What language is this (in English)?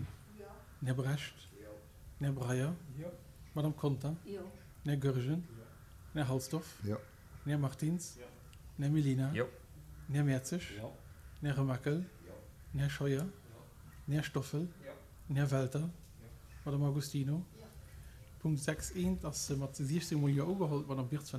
Luxembourgish